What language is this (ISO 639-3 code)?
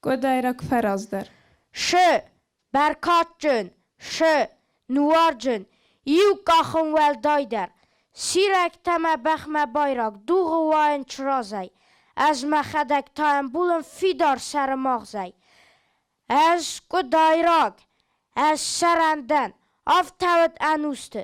oss